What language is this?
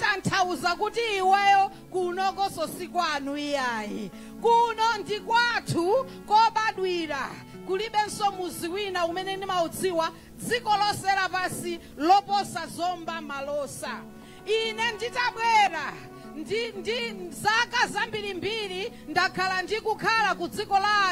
Nyanja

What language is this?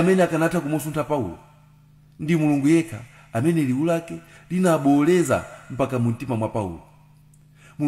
Nyanja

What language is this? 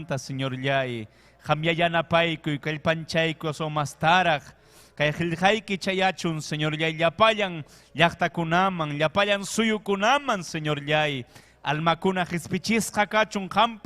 Ayacucho Quechua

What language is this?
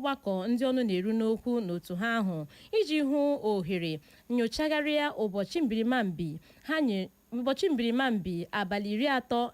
Igbo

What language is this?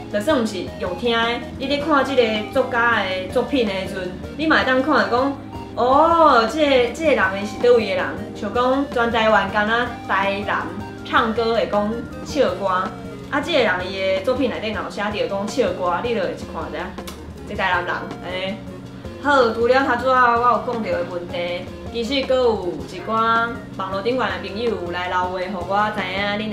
Min Nan Chinese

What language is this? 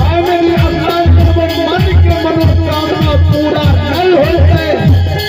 Maithili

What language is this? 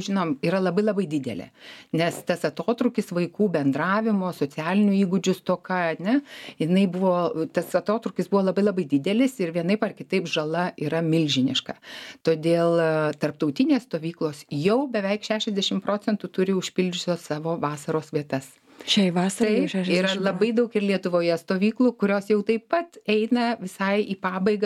Lithuanian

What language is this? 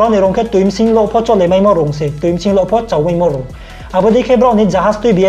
Riang (India)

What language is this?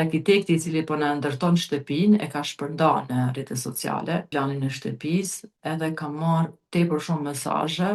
Albanian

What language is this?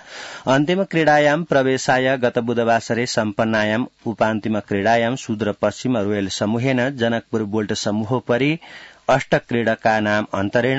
Sanskrit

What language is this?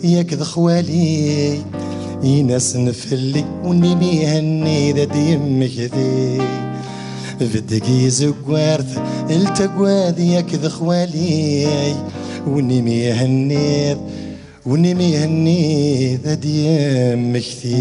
Kabyle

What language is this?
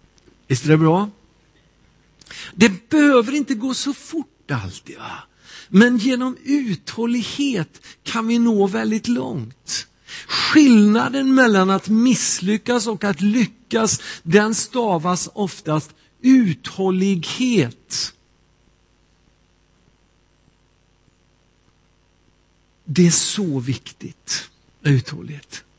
Swedish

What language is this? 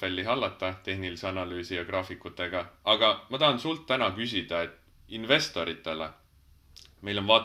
Estonian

